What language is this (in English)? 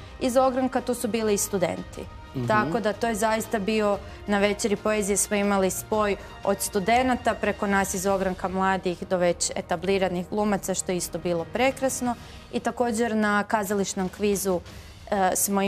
Croatian